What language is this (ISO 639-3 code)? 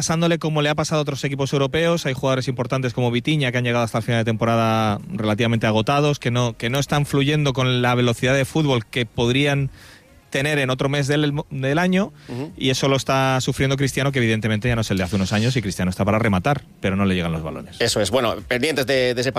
spa